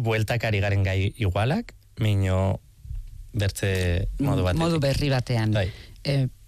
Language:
Basque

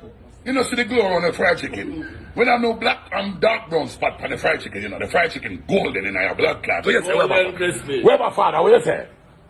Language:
Jamaican Creole English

